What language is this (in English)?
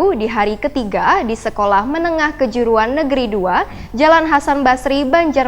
Banjar